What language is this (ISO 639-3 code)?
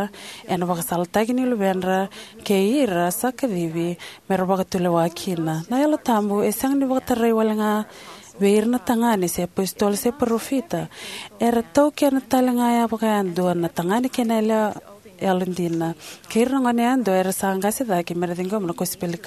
fij